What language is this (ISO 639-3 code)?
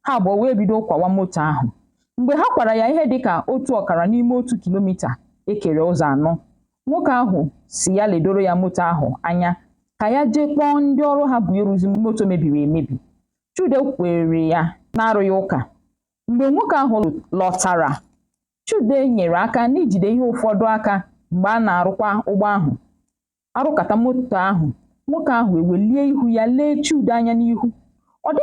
ibo